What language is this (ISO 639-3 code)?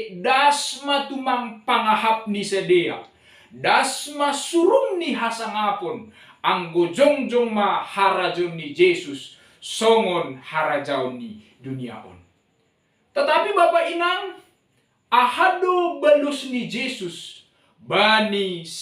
bts